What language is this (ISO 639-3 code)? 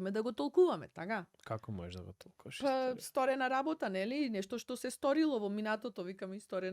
mkd